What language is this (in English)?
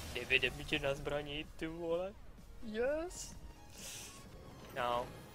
Czech